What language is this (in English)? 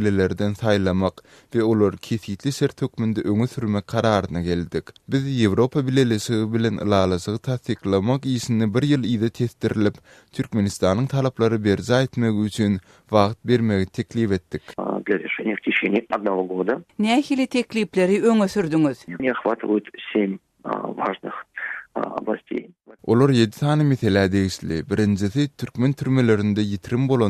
Turkmen